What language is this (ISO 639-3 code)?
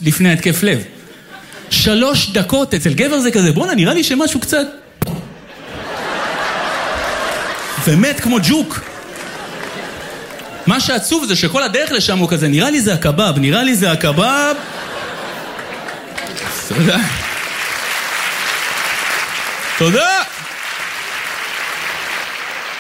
heb